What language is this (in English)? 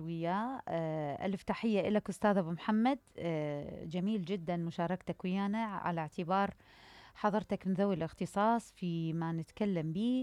Mesopotamian Arabic